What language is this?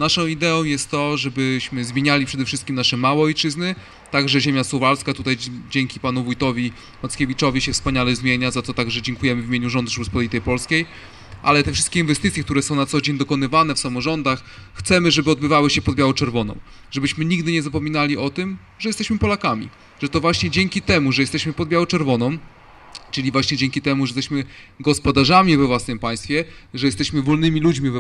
Polish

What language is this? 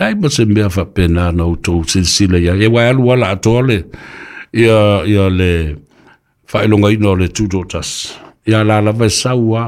Samoan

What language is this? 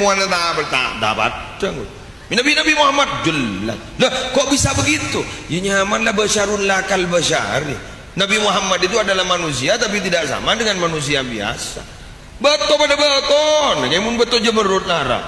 Madurese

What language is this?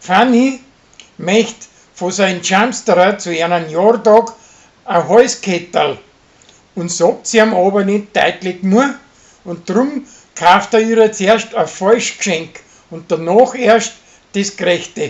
Bavarian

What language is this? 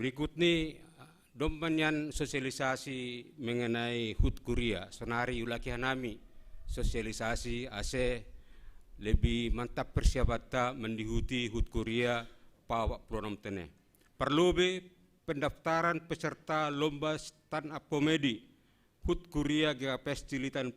Batak Simalungun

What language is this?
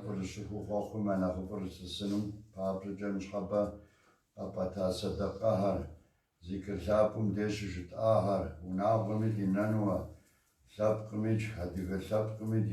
Kabardian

